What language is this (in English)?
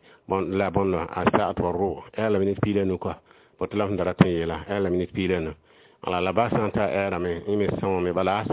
Mossi